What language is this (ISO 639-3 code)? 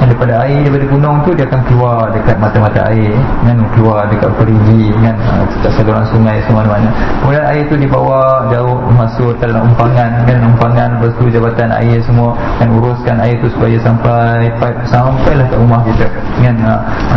msa